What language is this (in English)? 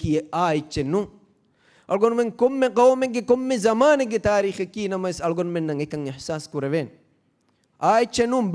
Divehi